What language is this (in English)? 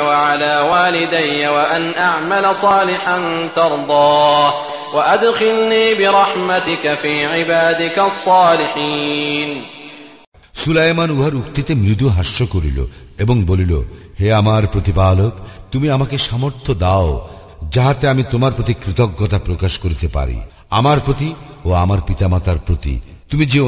Bangla